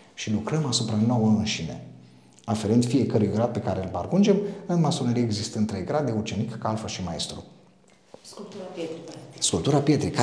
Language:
Romanian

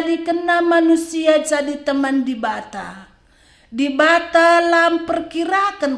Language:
Batak Karo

